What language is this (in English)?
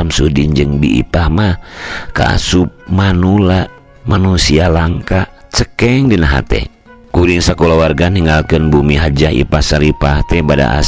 Sundanese